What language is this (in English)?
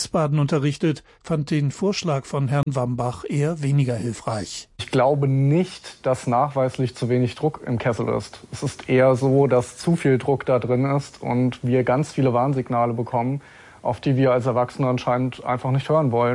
German